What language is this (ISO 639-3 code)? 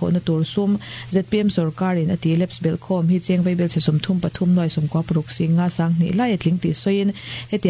lus